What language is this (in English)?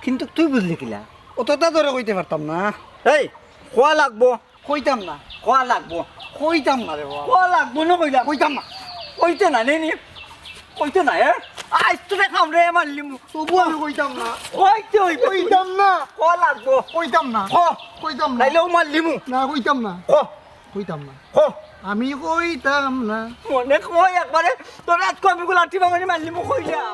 Sylheti